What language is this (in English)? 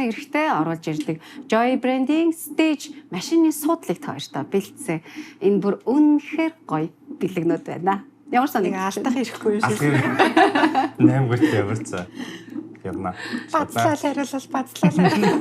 Mongolian